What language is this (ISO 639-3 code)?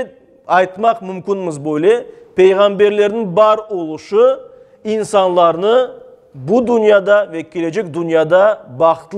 crh